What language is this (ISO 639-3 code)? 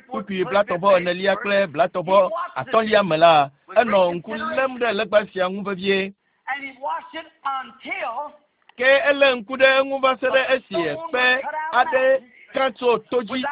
ewe